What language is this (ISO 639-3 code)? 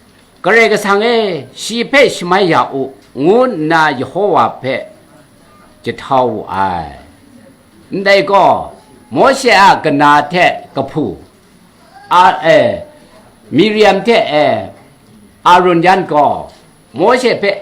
kac